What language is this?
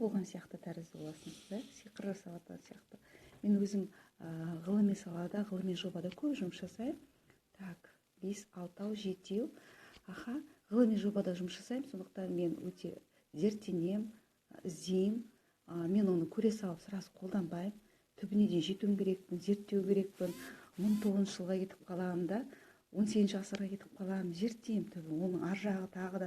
Kazakh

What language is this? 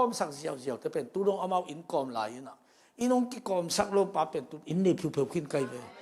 Tedim Chin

